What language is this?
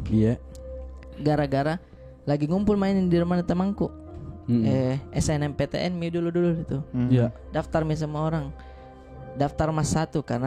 Makassar Malay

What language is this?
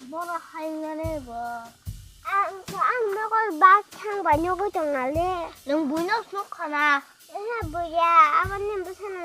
Kok Borok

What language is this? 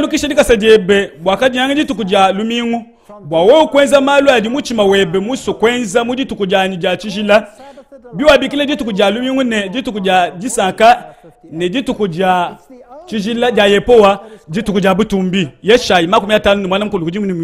Luba-Lulua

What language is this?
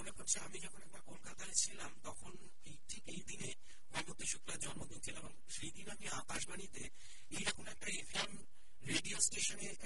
Bangla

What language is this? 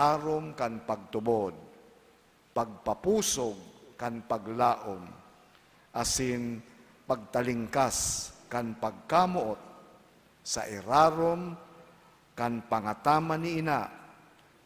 Bikol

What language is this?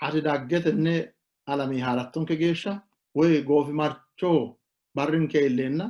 Sidamo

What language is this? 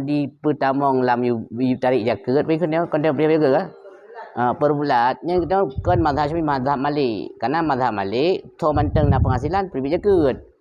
Achinese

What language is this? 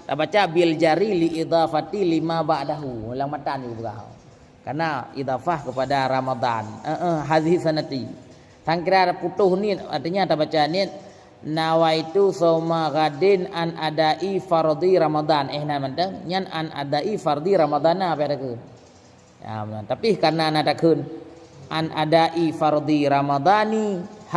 Achinese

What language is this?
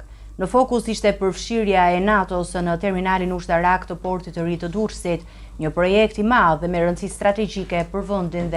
Albanian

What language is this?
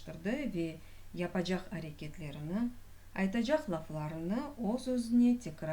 Crimean Tatar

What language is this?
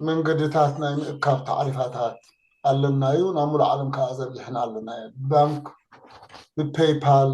Tigrinya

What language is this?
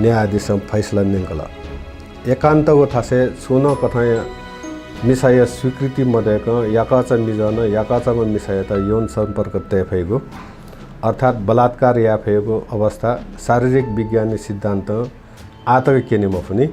Newari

